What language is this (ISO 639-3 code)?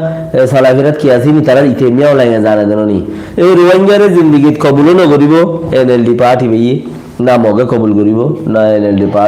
rhg